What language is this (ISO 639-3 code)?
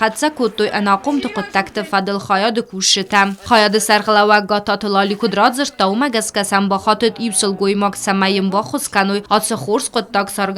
oss